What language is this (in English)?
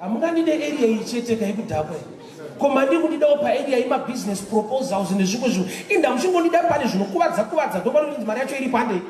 Shona